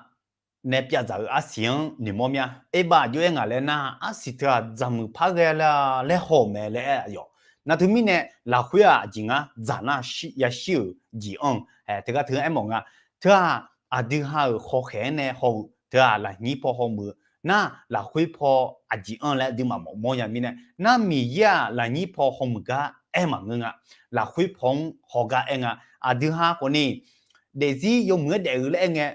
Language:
Akha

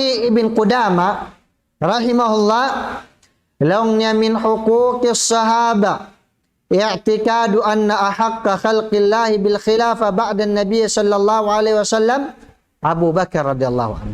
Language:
Tausug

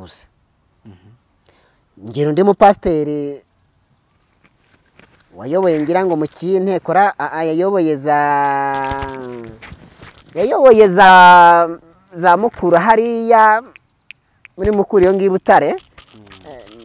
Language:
Kinyarwanda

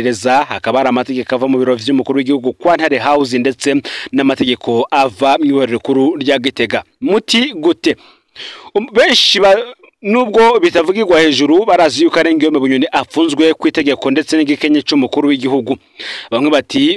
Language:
Rundi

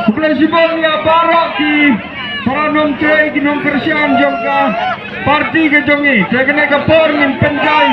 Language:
Khasi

